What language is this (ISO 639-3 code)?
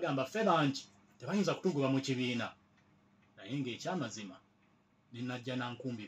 lug